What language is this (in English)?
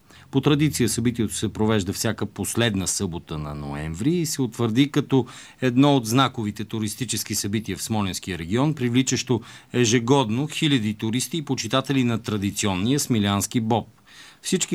Bulgarian